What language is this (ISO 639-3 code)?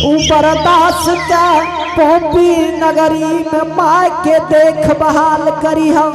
anp